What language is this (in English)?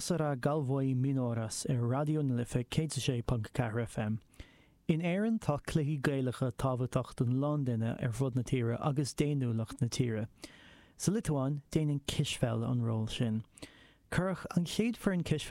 Irish